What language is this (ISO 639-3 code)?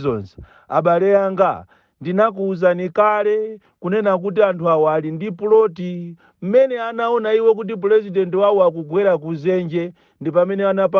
nya